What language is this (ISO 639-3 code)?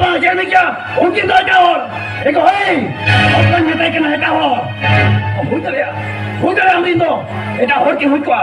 sat